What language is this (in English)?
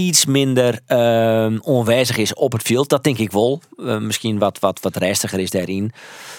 Western Frisian